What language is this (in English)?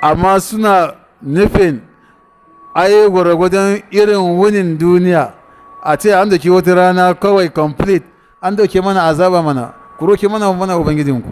Hausa